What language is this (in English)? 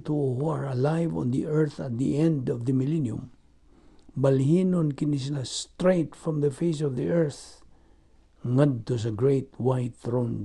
Cebuano